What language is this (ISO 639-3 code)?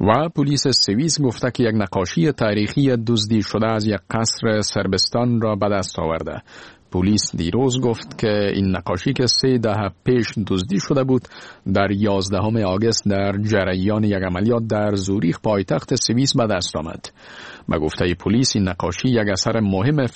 fas